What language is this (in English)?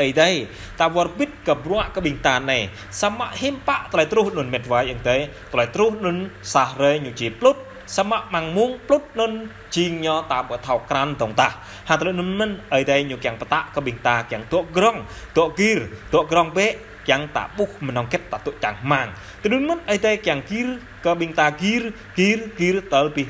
Jarai